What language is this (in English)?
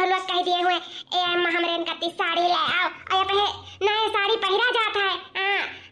Awadhi